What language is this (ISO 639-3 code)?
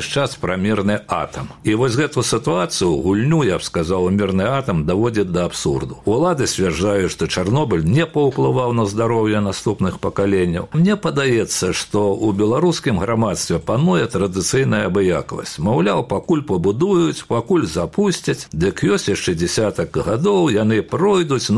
bel